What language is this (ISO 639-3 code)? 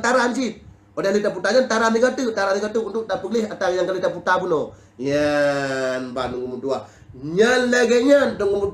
ace